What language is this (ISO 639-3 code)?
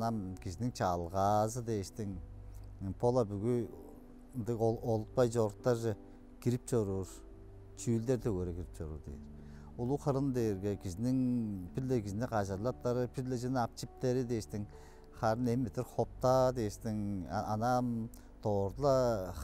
tyv